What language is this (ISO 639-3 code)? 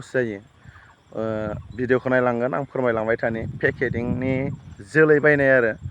brx